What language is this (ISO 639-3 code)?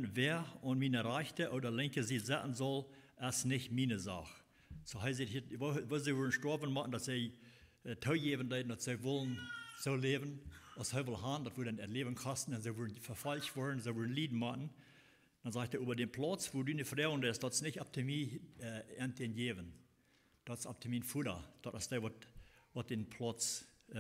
pdt